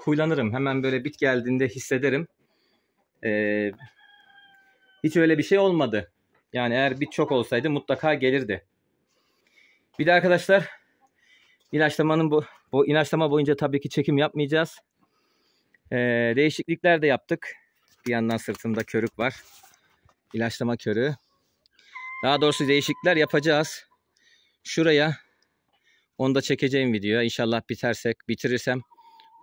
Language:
Turkish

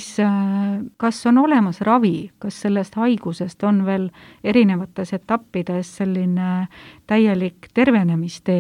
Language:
Estonian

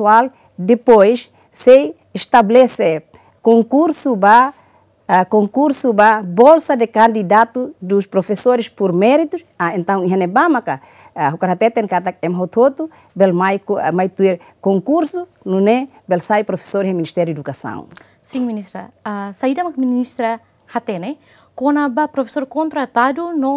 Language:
Tetum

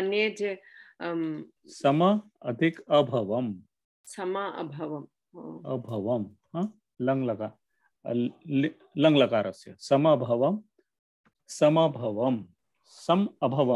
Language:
Sanskrit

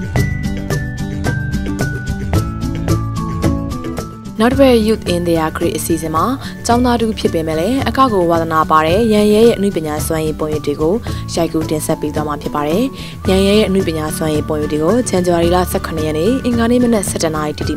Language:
Burmese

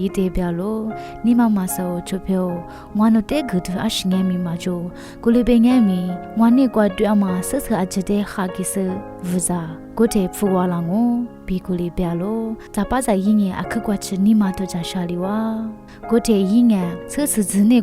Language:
Lisu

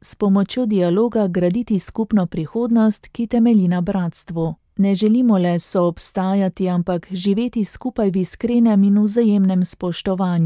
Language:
Slovenian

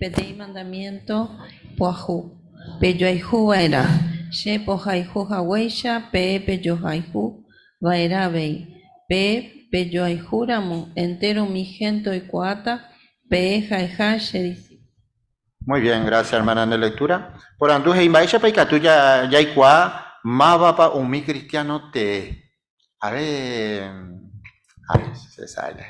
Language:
Guarani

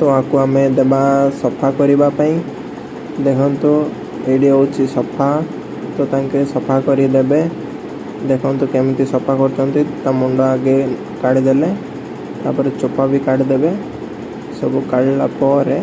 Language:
Odia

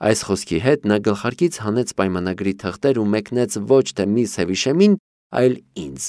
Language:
Armenian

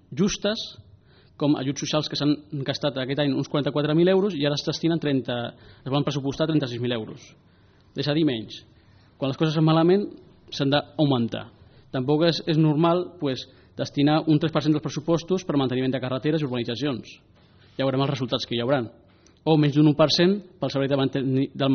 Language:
Catalan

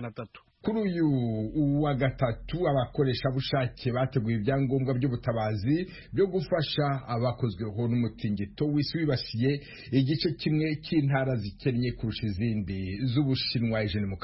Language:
Kinyarwanda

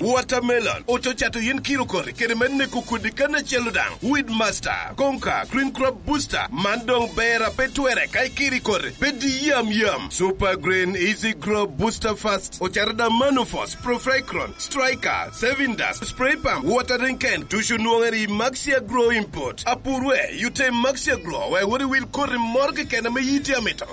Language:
Lango (Uganda)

